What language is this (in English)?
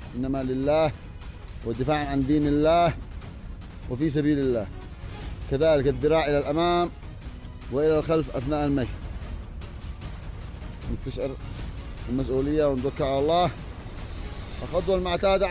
Arabic